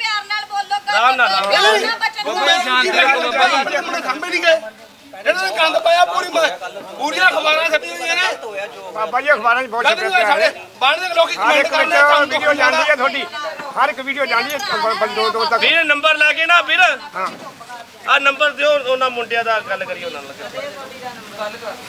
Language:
Punjabi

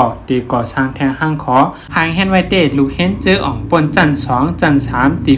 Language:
Shan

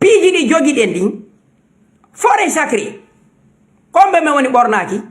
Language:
Fula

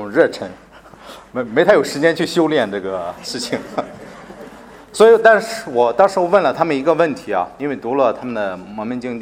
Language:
Chinese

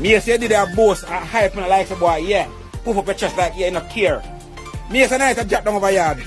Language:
Jamaican Creole English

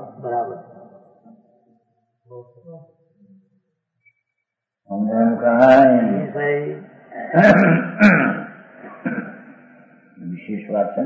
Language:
Gujarati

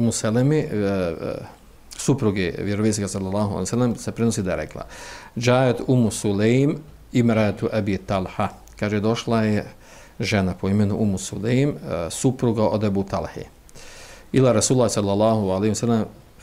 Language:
Bosnian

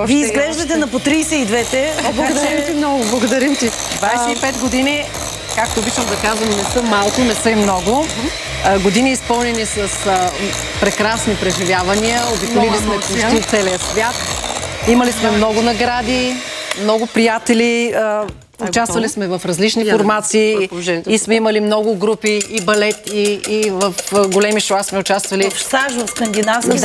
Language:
Bulgarian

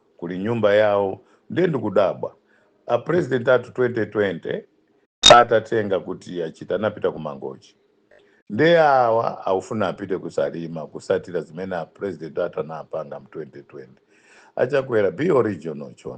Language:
Nyanja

